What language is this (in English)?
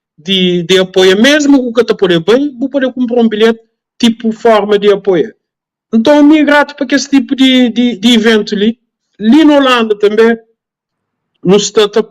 Kabuverdianu